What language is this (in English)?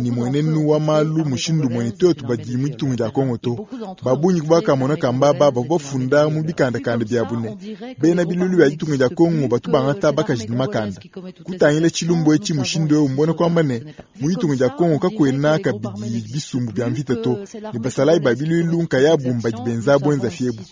Luba-Lulua